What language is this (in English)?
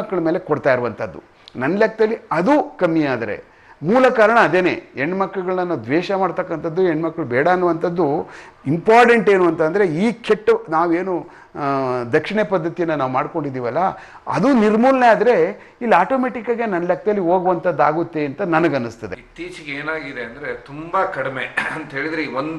Kannada